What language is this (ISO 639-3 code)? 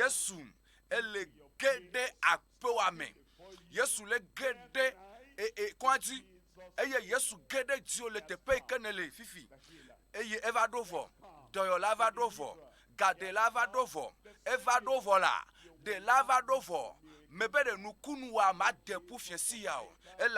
ewe